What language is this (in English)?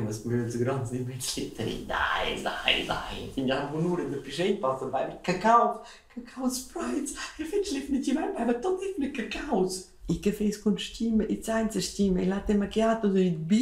Romansh